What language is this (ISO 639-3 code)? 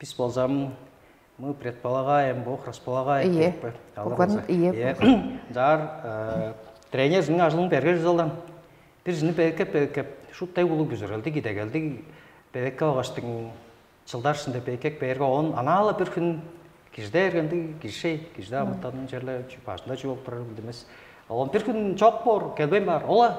tyv